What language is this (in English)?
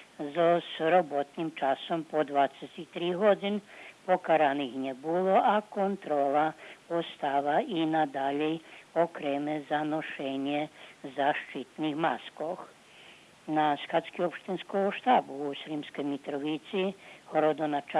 Rusyn